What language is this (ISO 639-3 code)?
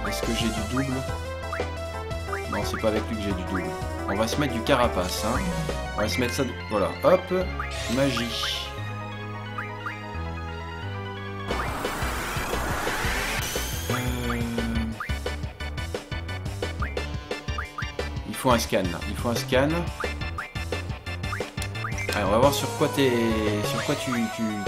fra